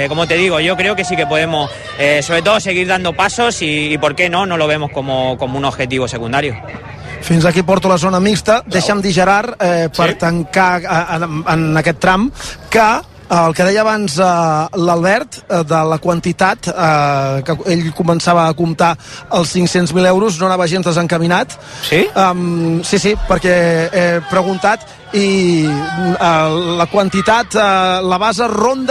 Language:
Catalan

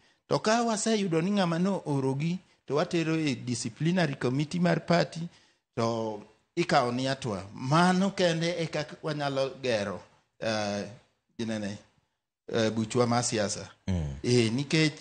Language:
Luo (Kenya and Tanzania)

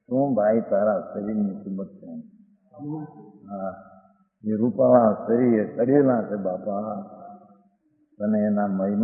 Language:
Gujarati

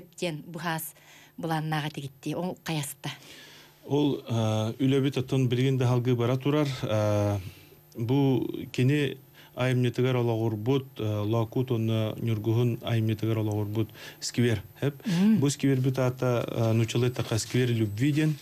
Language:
Yakut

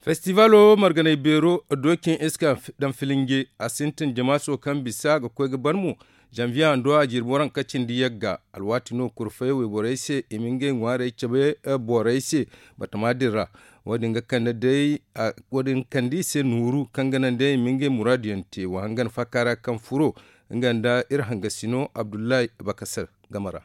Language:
Zarma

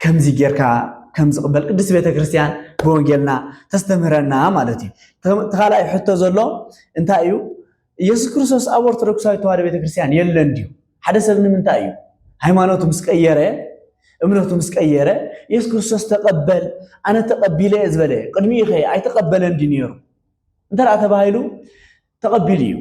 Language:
Tigrinya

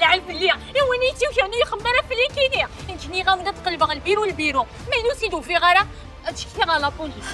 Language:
Kabyle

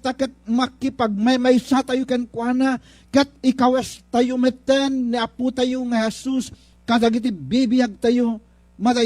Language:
Iloko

